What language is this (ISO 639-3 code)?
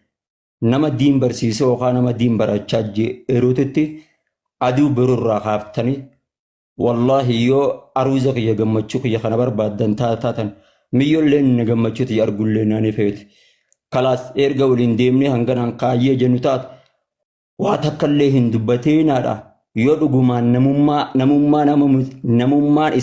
orm